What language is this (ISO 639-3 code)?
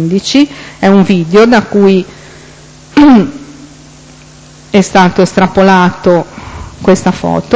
ita